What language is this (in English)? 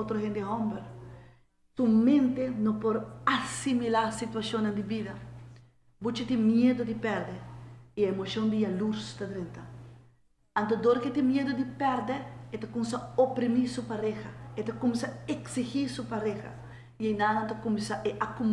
Papiamento